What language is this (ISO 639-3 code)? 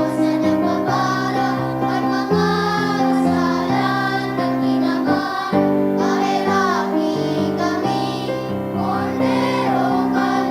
bik